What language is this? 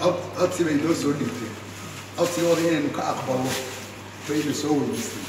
Somali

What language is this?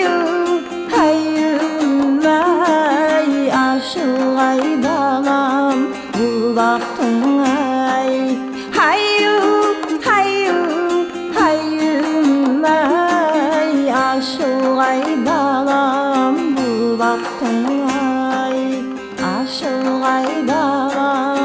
Kara-Kalpak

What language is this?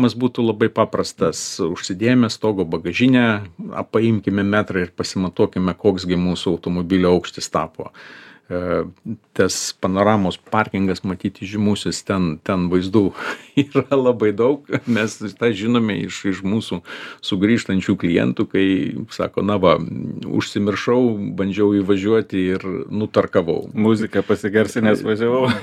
Lithuanian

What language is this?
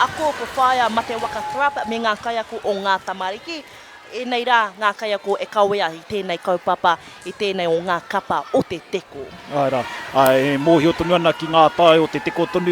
Māori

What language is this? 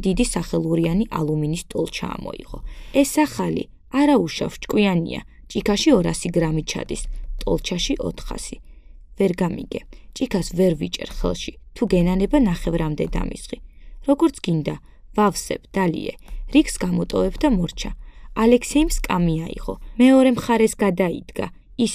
Georgian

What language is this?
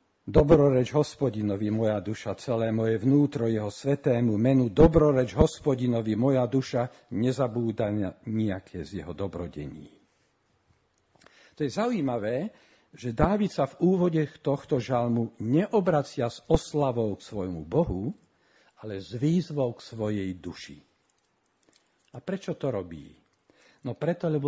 Slovak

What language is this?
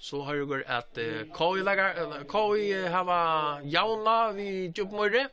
Faroese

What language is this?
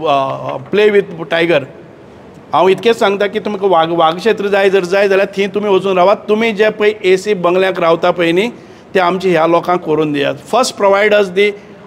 Konkani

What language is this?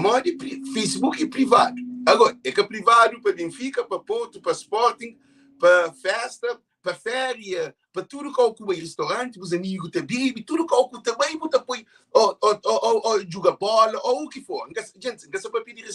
Kabuverdianu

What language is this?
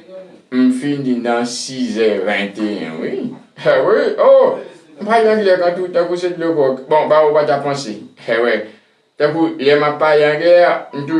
Haitian Creole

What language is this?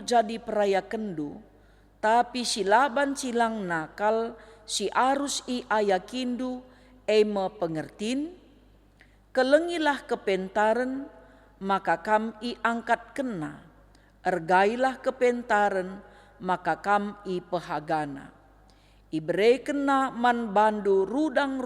Batak Karo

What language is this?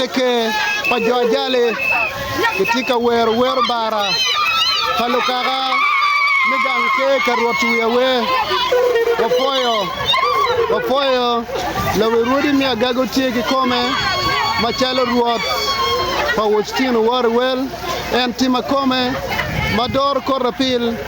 Acoli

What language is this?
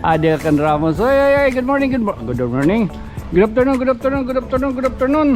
Waray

